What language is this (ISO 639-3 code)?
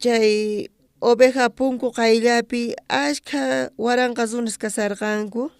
quh